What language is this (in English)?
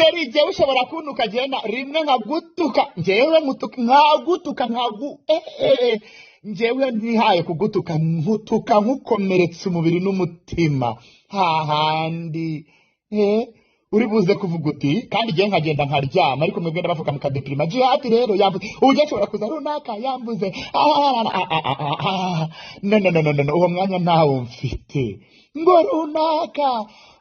Kinyarwanda